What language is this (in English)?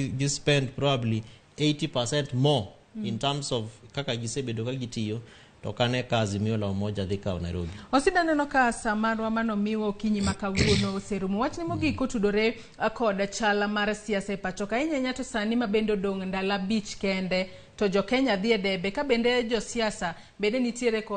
Luo (Kenya and Tanzania)